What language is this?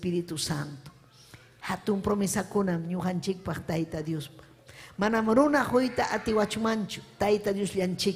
Ayacucho Quechua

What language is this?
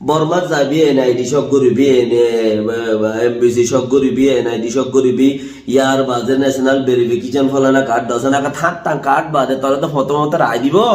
Rohingya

